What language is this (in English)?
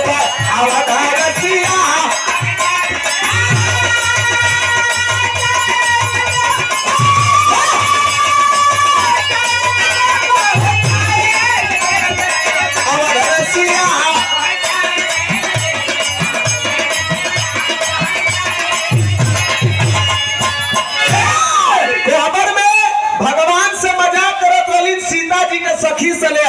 Bhojpuri